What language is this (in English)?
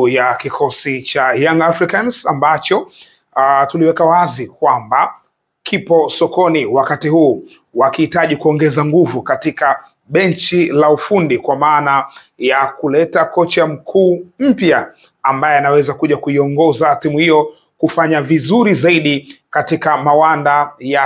Swahili